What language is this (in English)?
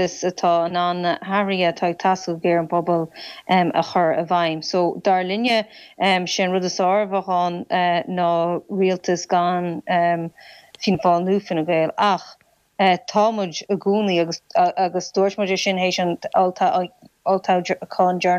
Irish